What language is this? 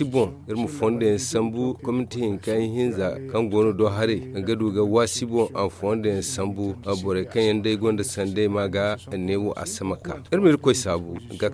Zarma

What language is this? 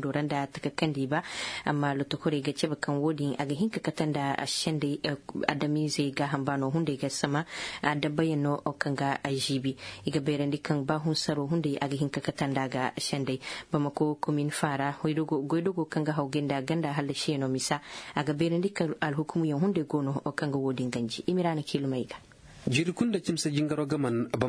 Zarma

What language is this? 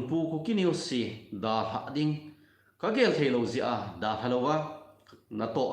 Thado Chin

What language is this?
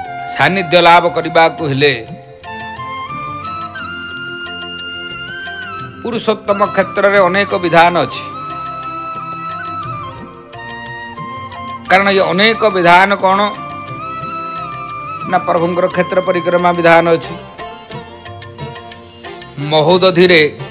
Odia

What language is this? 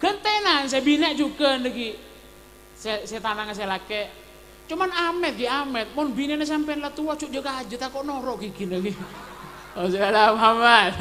Madurese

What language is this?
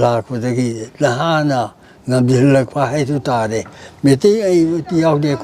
Manipuri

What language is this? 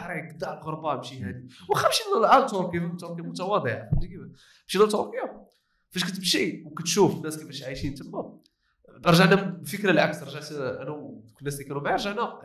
Moroccan Arabic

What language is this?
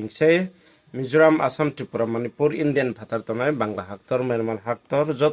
Riang (India)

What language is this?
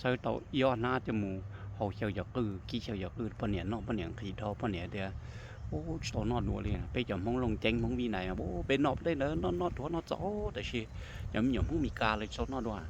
Hmong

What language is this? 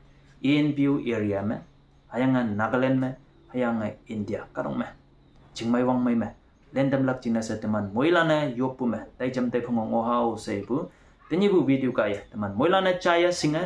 Konyak Naga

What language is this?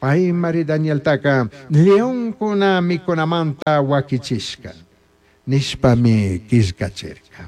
Chimborazo Highland Quichua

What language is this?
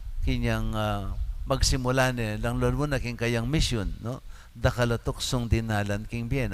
Pampanga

